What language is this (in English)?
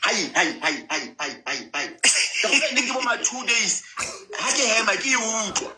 Southern Sotho